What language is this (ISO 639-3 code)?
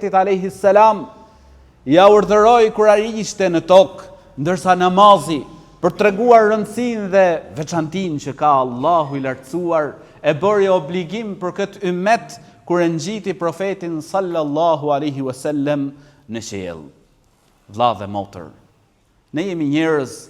sqi